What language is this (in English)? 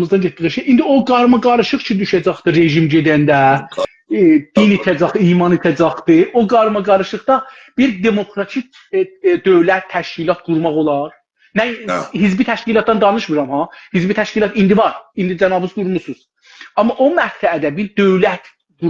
South Azerbaijani